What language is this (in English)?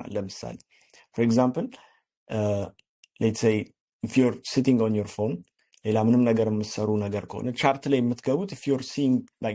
Amharic